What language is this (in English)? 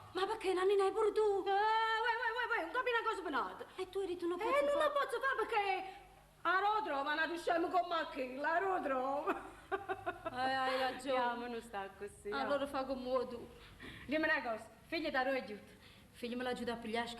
Neapolitan